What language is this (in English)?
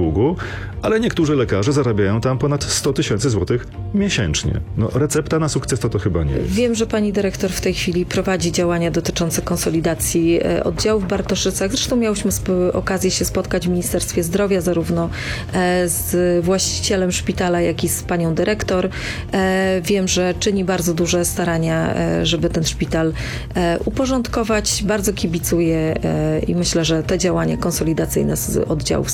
Polish